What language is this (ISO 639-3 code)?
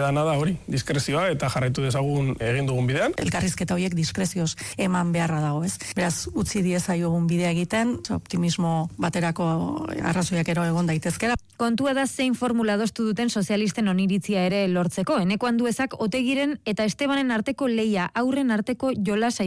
eus